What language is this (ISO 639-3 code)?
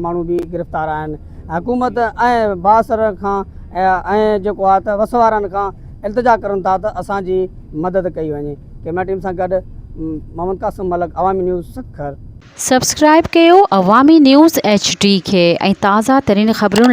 snd